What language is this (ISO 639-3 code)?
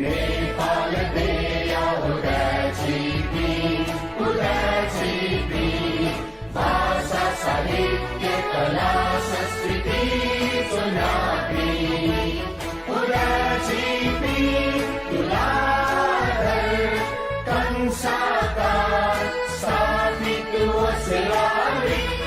new